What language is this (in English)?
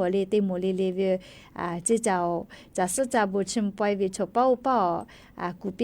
Lahu